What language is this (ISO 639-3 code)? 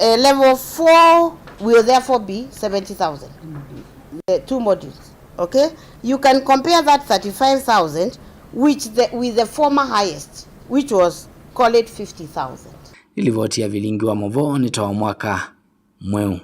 kam